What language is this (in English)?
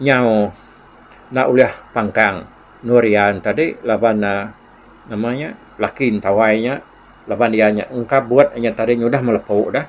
Iban